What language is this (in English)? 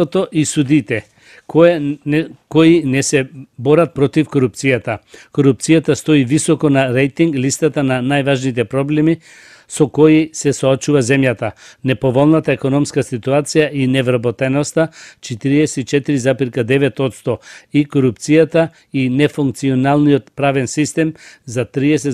Macedonian